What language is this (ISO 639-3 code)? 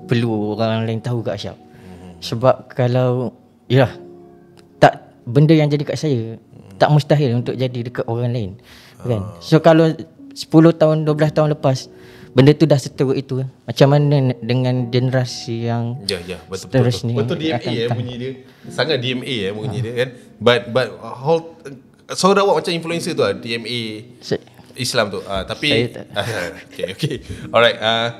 msa